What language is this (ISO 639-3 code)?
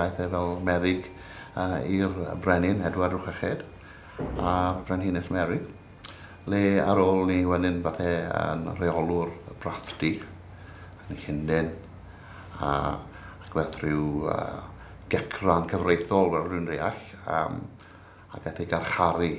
cym